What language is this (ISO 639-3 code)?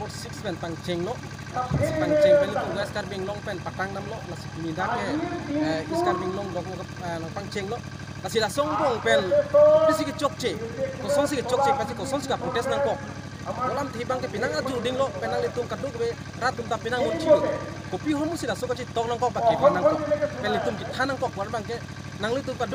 mjw